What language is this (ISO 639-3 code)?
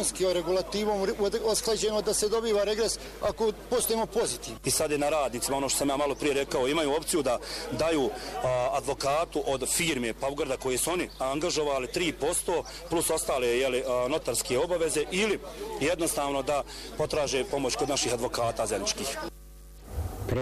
bos